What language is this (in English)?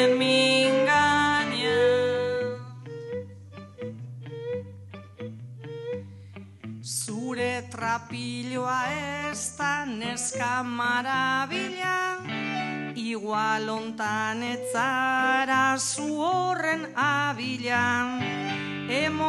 Basque